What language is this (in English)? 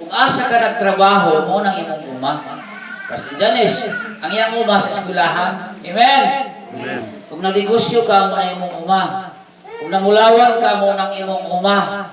Cebuano